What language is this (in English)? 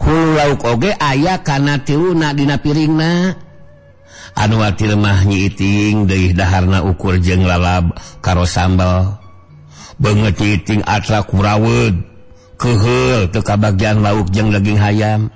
Sundanese